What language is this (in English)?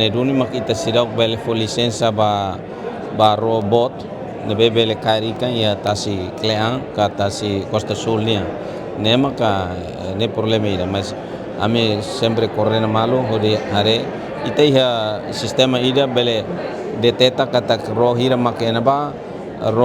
Tetum